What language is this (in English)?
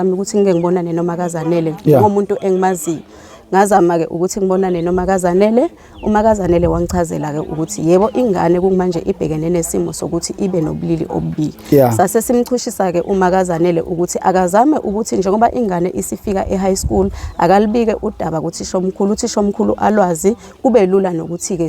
Zulu